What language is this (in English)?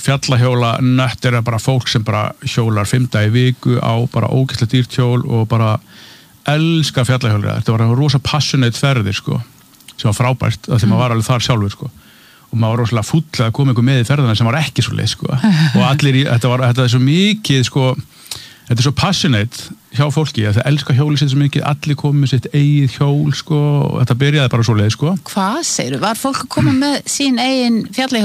Icelandic